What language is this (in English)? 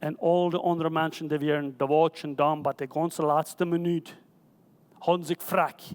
Plautdietsch